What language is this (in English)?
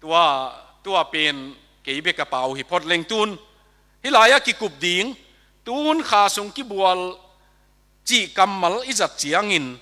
Tedim Chin